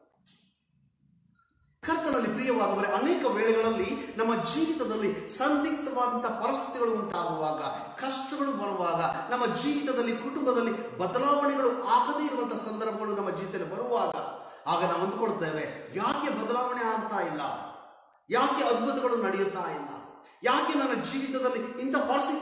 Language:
Kannada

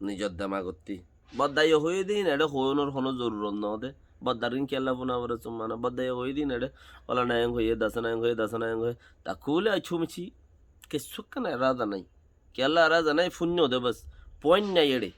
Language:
Rohingya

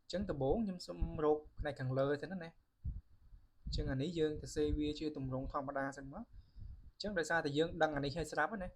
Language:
Khmer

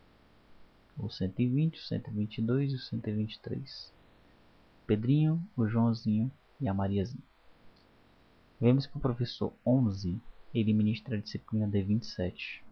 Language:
Portuguese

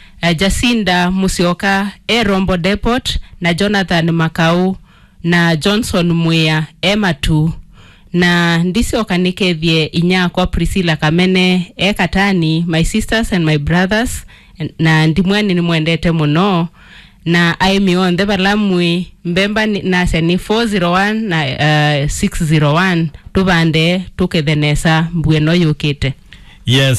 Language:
Kamba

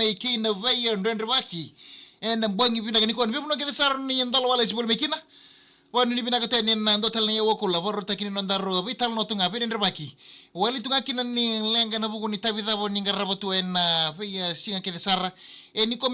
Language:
Fijian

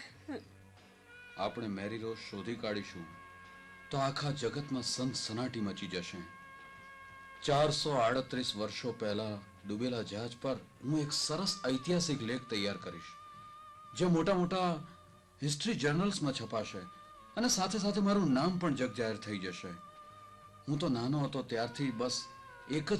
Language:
Gujarati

